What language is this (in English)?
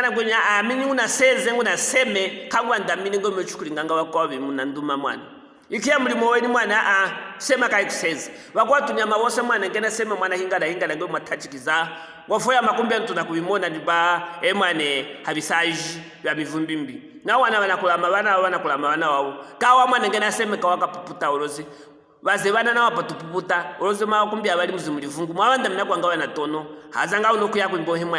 Luvale